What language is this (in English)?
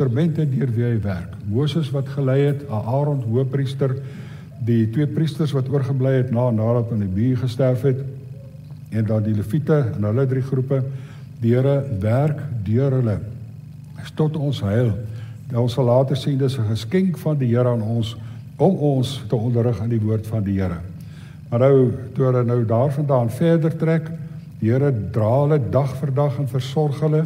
Afrikaans